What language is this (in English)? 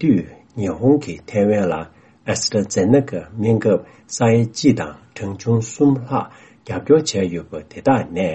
Tibetan